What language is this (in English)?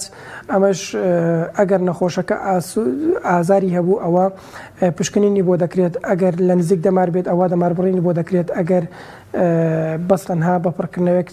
Central Kurdish